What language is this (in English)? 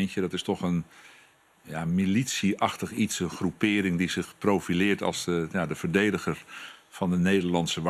Dutch